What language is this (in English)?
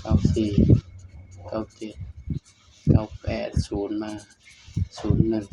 Northeastern Thai